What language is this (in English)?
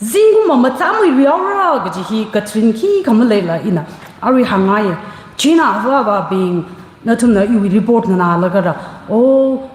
Tangkhul Naga (India)